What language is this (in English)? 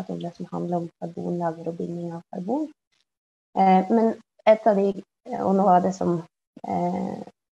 Norwegian